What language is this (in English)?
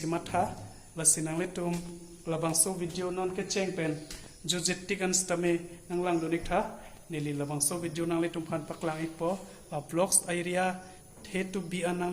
Karbi